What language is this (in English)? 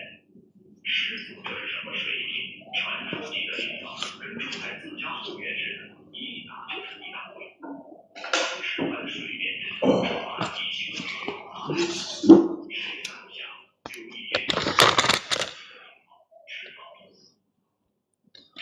Chinese